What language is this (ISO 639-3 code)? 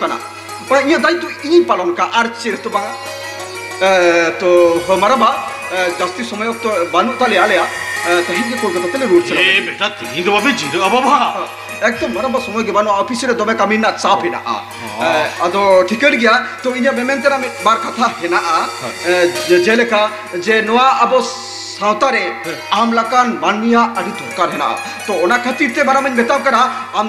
sat